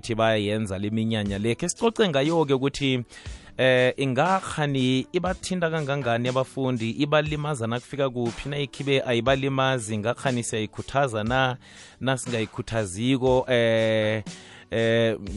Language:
South Ndebele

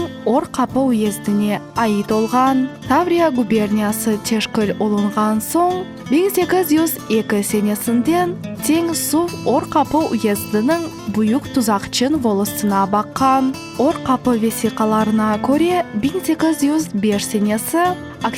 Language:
Crimean Tatar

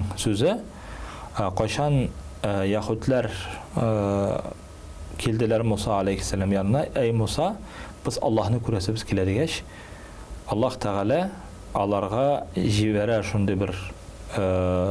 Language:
Tatar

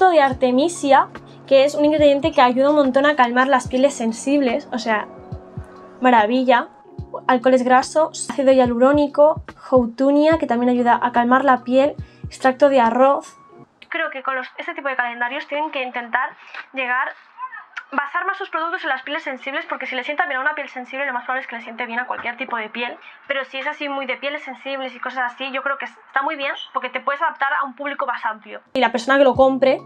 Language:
Spanish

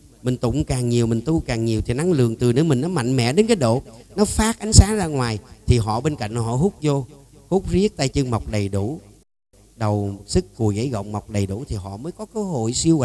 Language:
Vietnamese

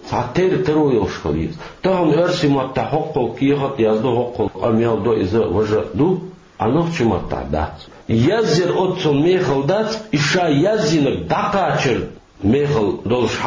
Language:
Chechen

